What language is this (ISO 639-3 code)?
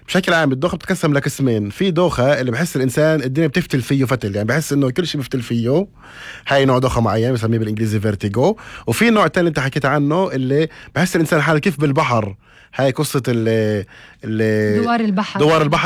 apc